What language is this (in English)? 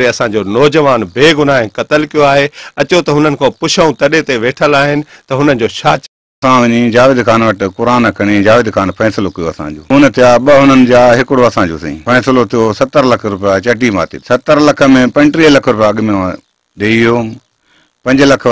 Sindhi